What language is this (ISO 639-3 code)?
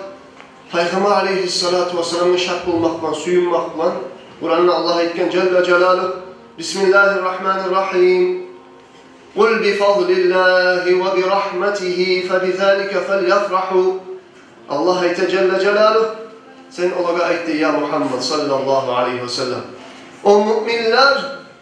kum